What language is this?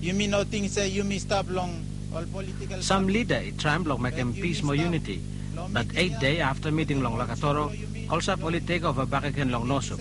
Bislama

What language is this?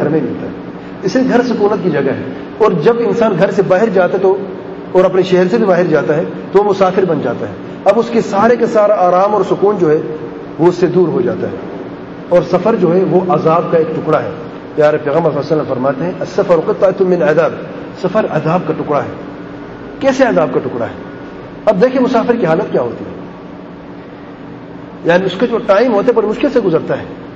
Urdu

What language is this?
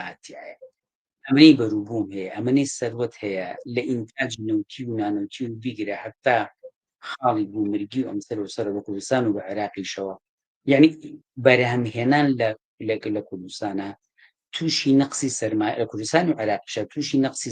Central Kurdish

